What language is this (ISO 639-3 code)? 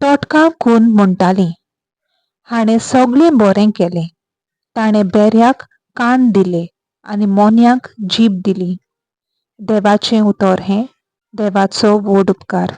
kok